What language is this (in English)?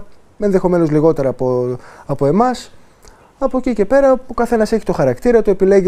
Greek